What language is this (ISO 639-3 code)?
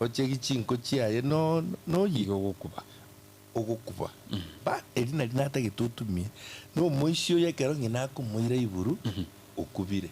guz